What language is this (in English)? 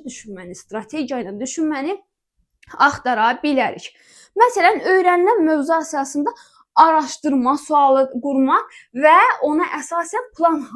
Azerbaijani